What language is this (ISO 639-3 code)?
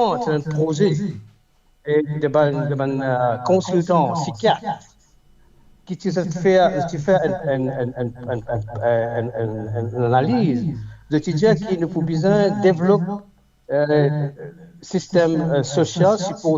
mfe